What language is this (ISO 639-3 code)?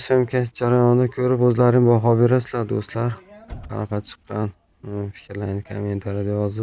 uzb